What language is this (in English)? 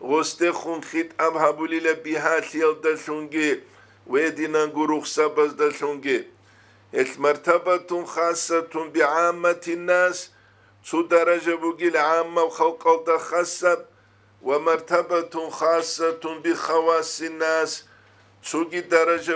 Avaric